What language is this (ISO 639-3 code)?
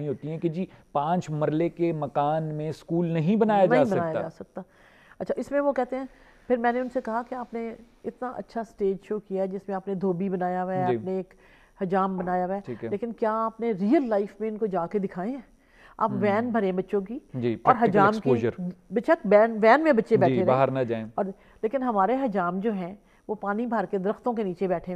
urd